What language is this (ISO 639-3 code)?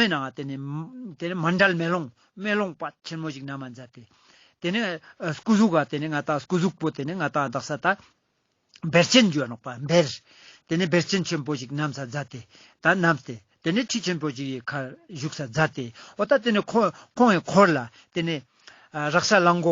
lbj